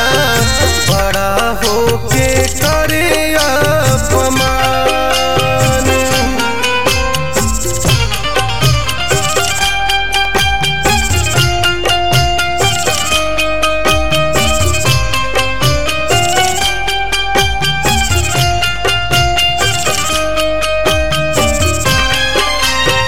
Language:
Bhojpuri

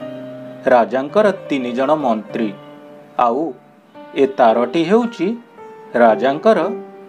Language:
Odia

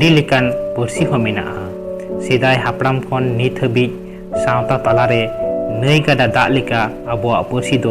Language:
Santali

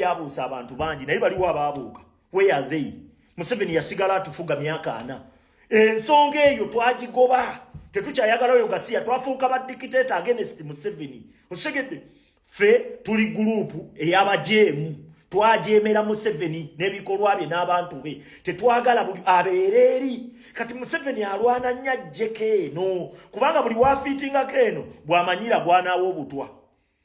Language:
Ganda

